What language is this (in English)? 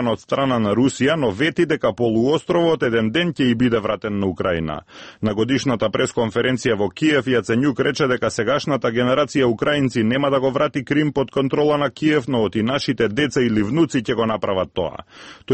Macedonian